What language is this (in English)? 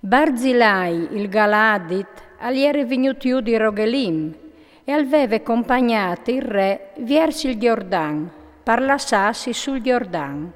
Friulian